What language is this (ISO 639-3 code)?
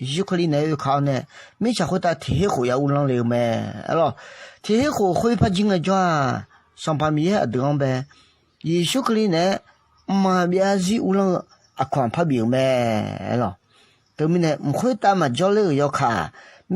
ahk